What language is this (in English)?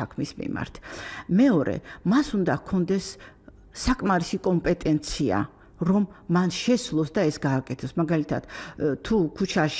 Georgian